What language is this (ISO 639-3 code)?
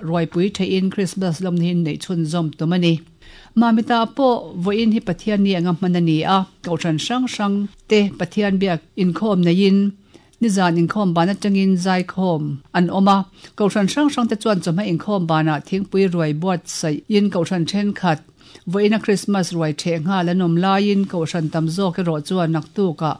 lus